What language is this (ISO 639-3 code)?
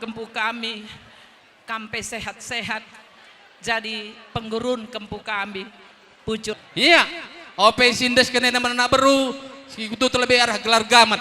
btx